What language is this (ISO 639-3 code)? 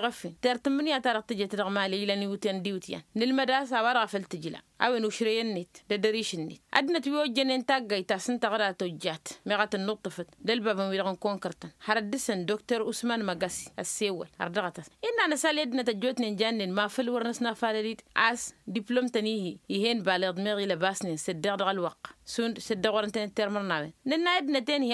taq